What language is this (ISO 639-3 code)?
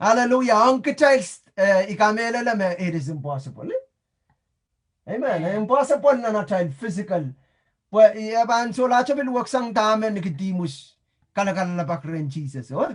pon